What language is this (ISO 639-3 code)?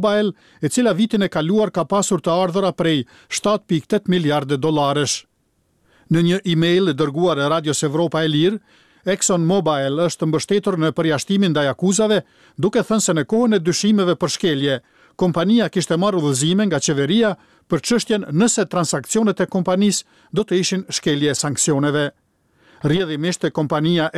sqi